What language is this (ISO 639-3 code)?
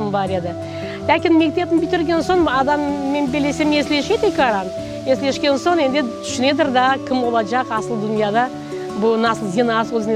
crh